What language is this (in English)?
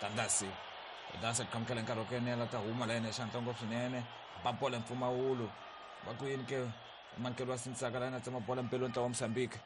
Tsonga